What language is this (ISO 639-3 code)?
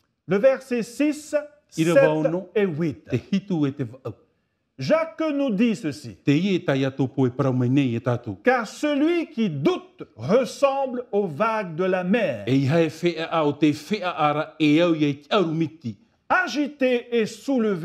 tah